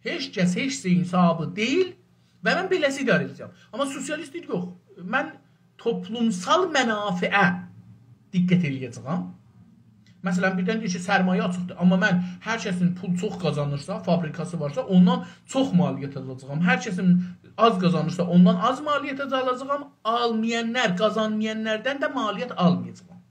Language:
South Azerbaijani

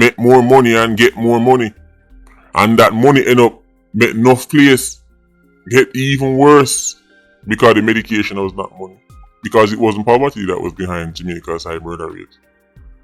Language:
Jamaican Creole English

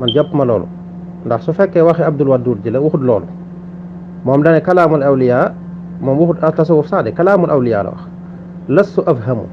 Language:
Wolof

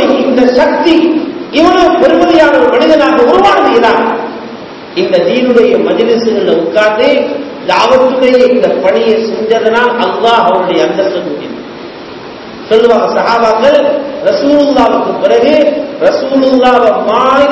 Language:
Tamil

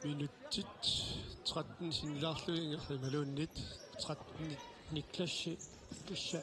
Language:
Kalaallisut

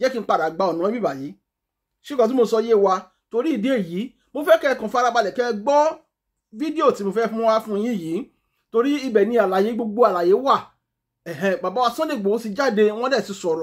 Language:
Yoruba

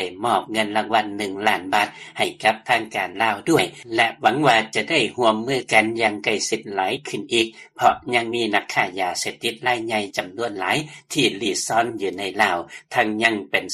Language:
Lao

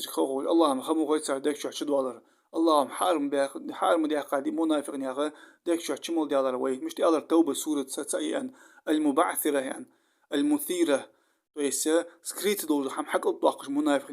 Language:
Ingush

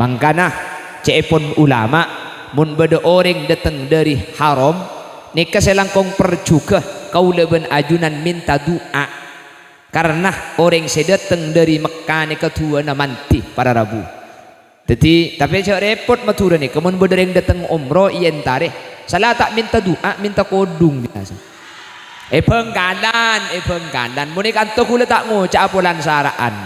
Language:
Madurese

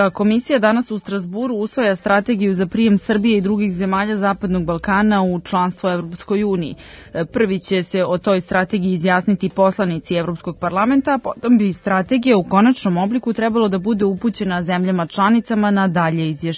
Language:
Serbian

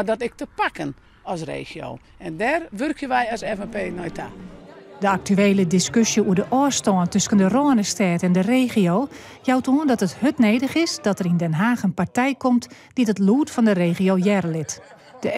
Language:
Western Frisian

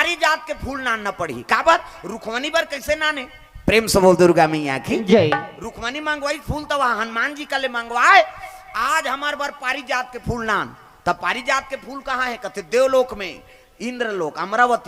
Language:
Chhattisgarhi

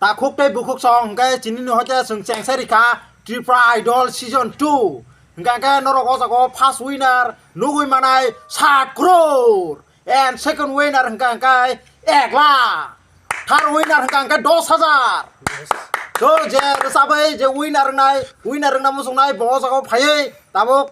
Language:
Kok Borok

